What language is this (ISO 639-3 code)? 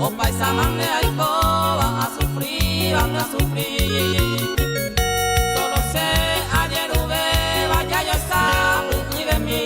grn